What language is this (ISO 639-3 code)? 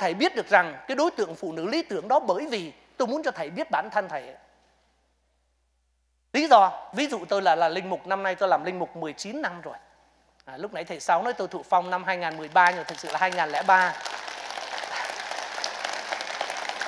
vie